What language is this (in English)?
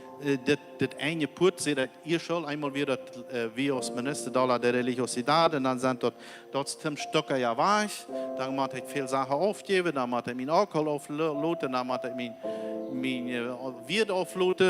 Plautdietsch